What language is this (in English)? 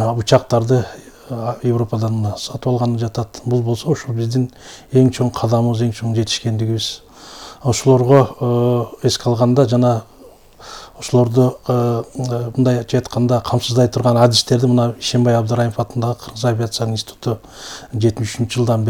Kyrgyz